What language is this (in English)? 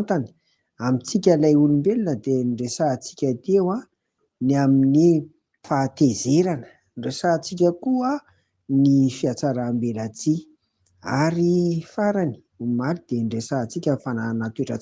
Malagasy